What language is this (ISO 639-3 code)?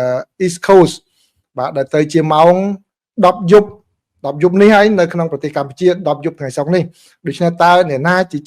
khm